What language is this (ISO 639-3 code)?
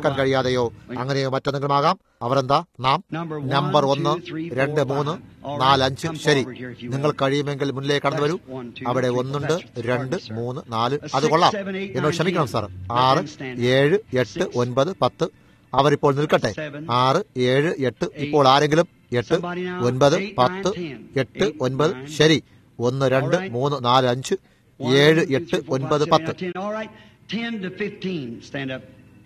mal